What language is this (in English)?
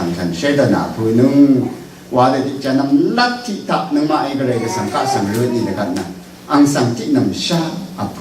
Rawang